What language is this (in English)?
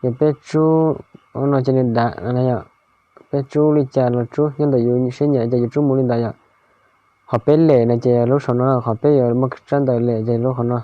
Hmong